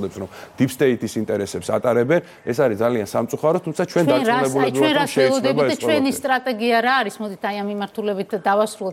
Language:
Georgian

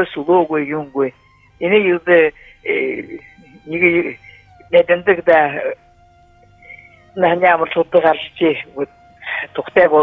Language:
Buriat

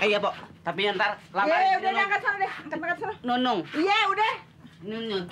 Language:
Betawi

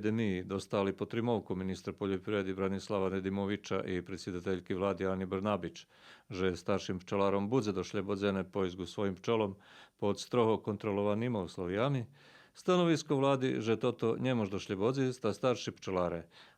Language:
Rusyn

